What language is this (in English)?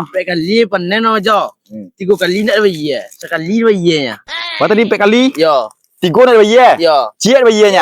Minangkabau